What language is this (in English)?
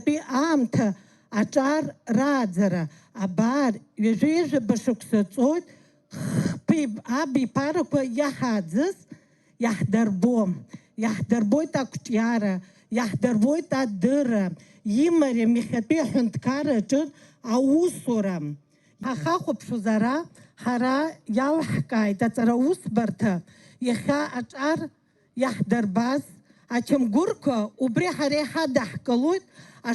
Abkhazian